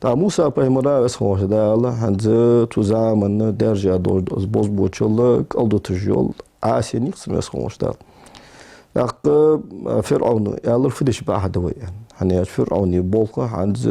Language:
Ingush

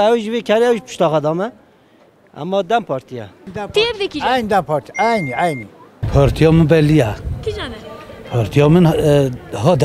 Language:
Kurdish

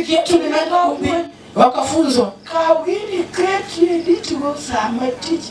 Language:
Luo (Kenya and Tanzania)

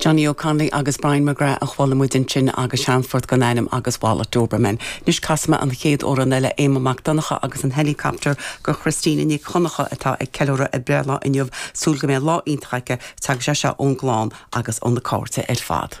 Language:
Irish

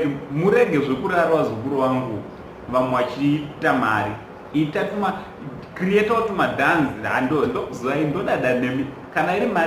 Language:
Shona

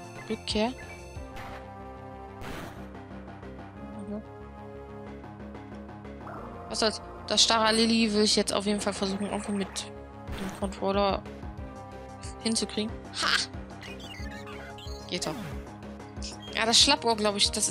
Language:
German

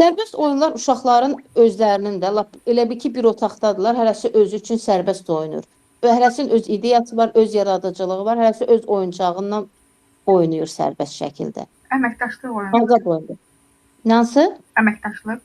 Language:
Azerbaijani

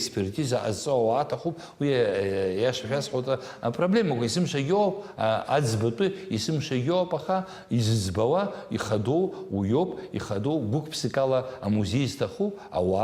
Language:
Abkhazian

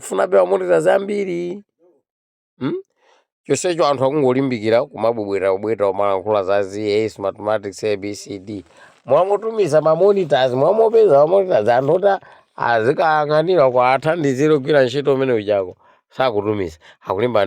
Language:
Nyanja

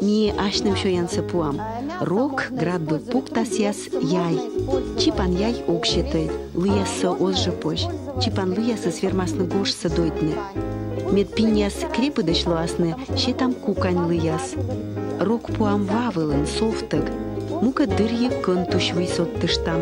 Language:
Komi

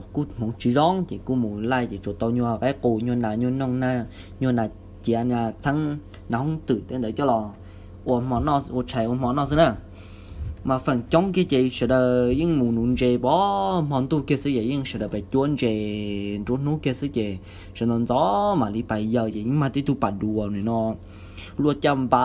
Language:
Hmong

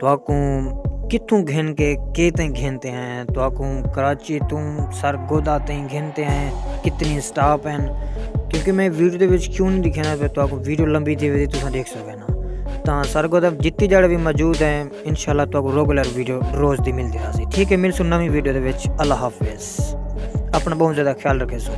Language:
Saraiki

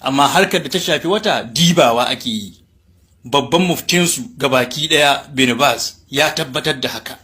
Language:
Hausa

